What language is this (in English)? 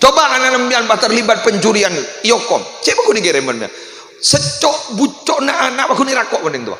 Madurese